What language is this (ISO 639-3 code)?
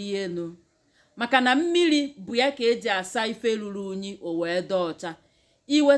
ibo